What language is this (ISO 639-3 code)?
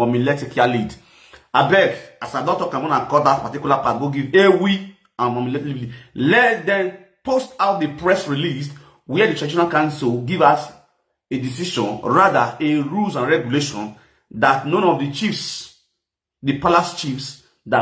pcm